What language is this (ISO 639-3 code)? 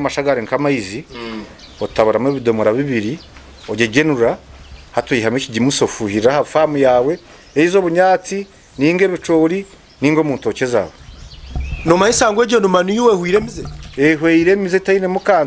nyn